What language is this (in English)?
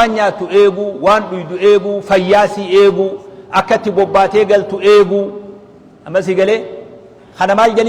Oromo